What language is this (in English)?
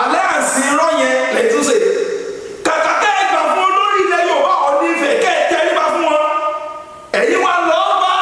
Yoruba